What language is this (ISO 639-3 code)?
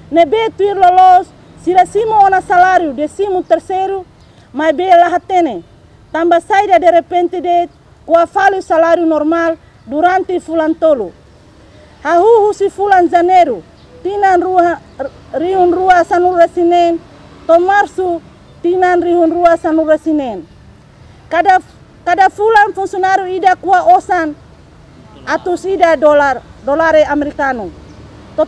tet